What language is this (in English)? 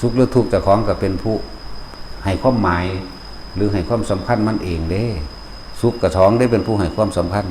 Northeastern Thai